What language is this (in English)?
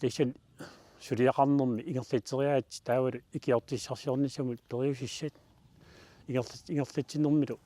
Kalaallisut